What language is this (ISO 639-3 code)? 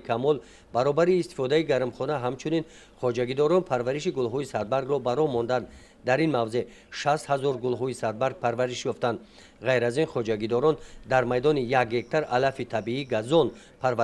tgk